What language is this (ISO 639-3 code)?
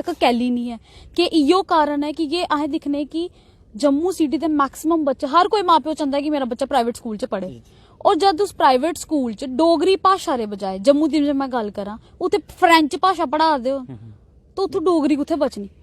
doi